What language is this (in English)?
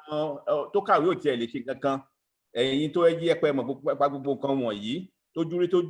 Yoruba